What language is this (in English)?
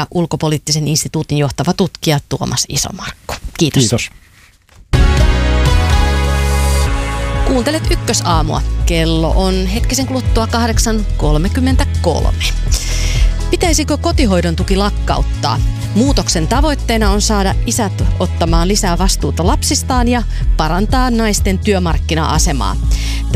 Finnish